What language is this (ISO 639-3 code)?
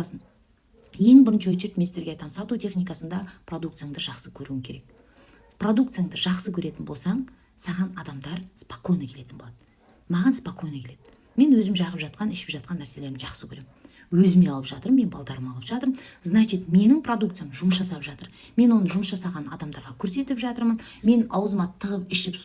kaz